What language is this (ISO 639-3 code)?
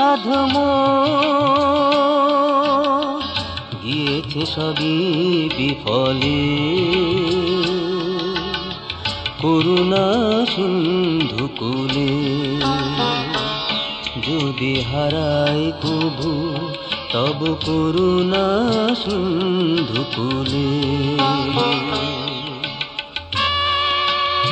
ben